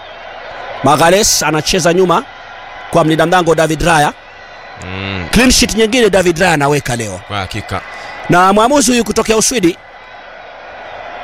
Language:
Swahili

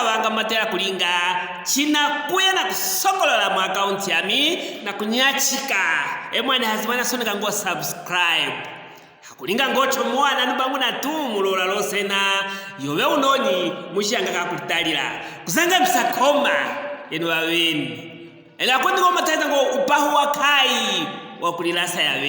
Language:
Luvale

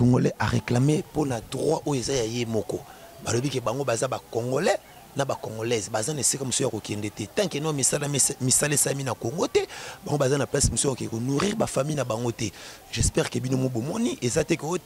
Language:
Lingala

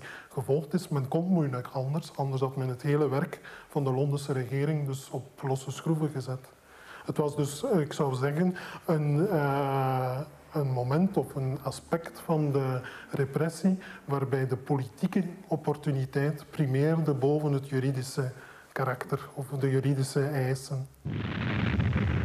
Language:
Dutch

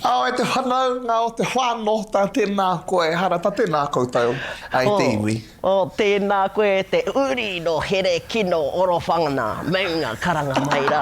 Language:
Māori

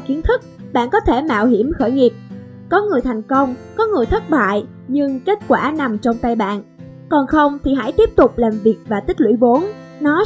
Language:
Vietnamese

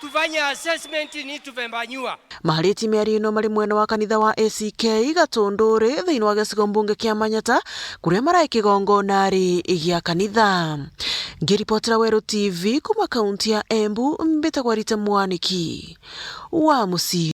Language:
Meru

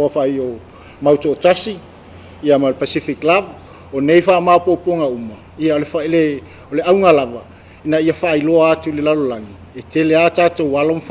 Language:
Samoan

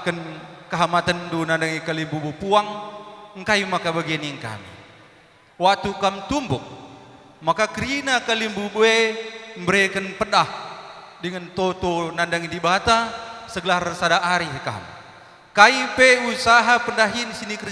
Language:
Batak Karo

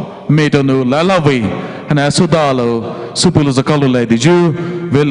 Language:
Poumei Naga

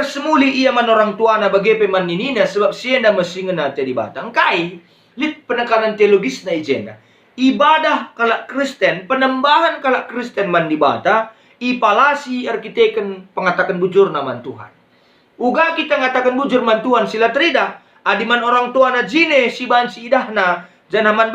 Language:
Batak Karo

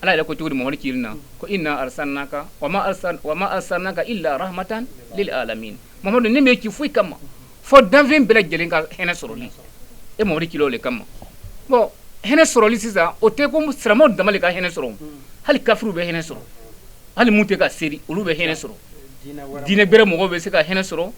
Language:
Bambara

